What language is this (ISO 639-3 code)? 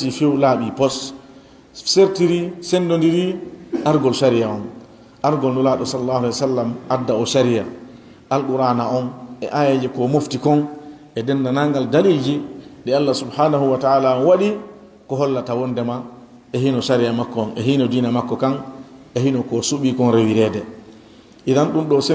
ful